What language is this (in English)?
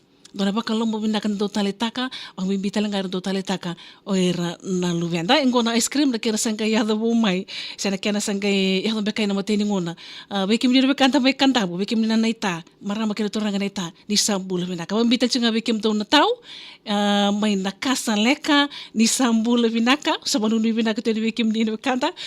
Fijian